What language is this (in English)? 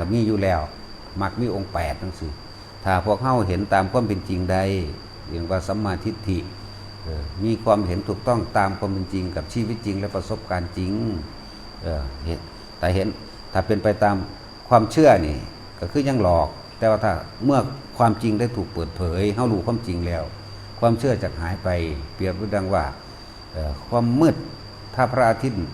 Northeastern Thai